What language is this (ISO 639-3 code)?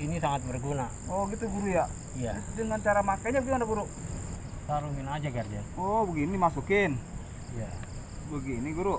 bew